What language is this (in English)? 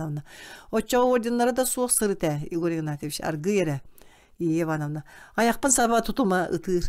Yakut